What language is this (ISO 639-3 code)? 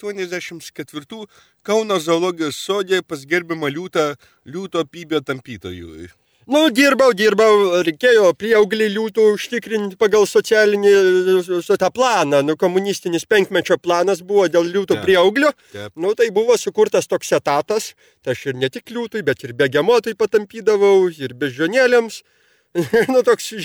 lit